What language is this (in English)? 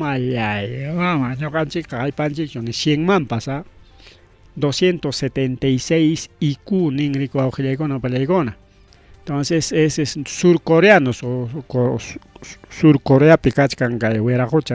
Ayacucho Quechua